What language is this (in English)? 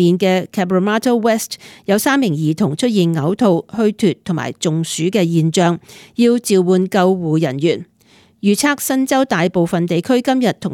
Cantonese